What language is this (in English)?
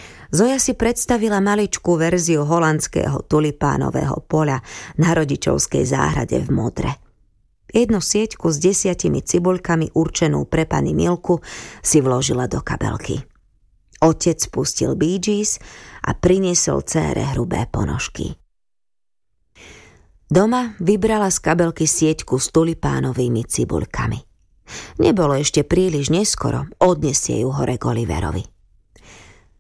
Slovak